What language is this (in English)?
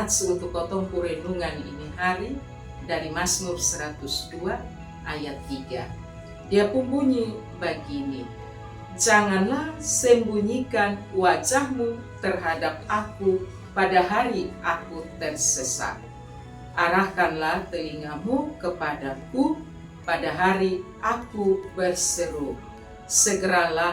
Kupang Malay